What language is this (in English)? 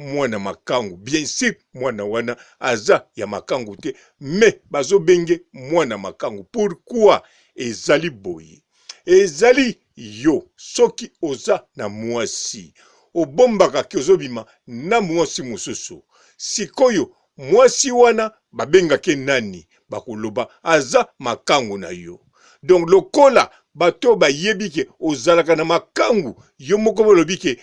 Lingala